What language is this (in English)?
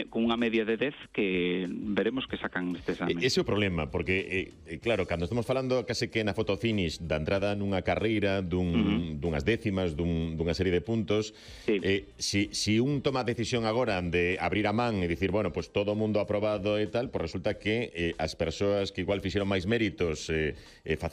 Galician